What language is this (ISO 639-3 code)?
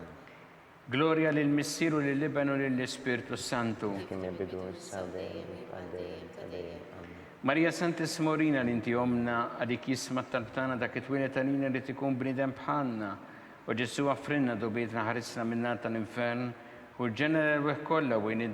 mlt